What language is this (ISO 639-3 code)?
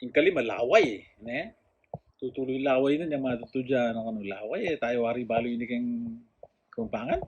pam